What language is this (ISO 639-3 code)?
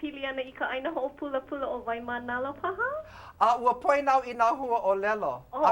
haw